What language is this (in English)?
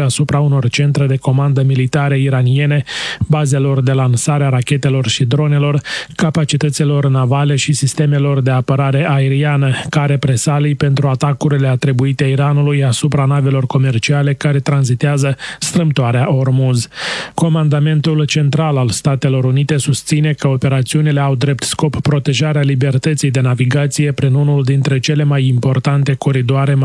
Romanian